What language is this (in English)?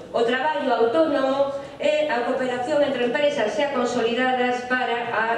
Galician